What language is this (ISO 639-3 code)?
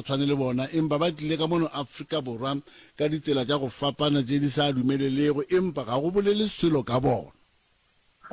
nso